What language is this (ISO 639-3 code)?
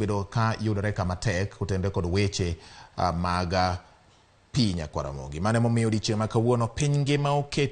luo